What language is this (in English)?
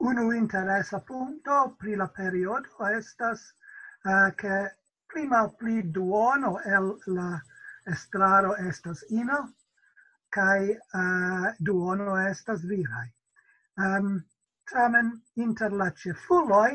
Esperanto